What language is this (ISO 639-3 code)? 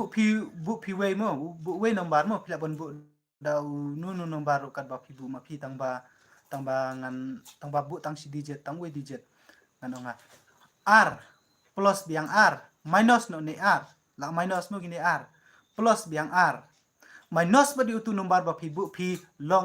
kha